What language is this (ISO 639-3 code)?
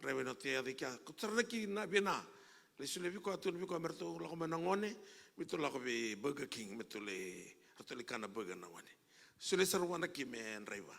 fij